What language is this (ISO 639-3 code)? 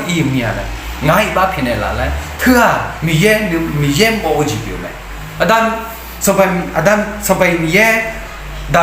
ahk